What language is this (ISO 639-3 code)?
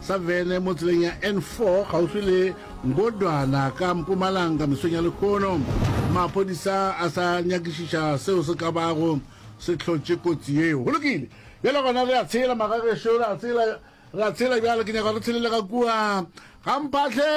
nso